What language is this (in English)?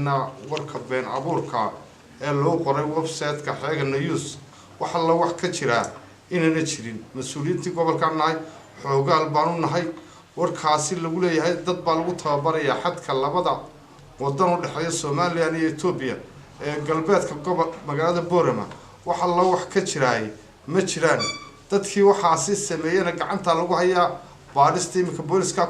Somali